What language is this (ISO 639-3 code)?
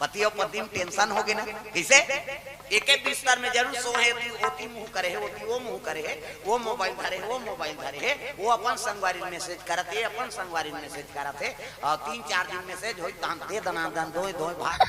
hne